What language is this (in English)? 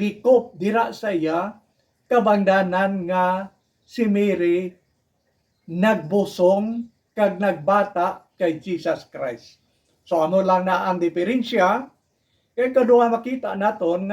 Hiligaynon